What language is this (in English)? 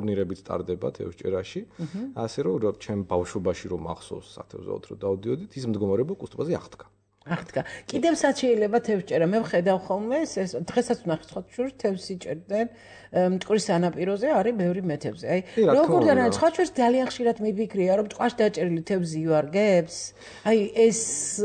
Georgian